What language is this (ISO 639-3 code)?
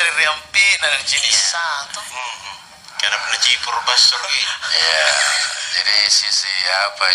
mak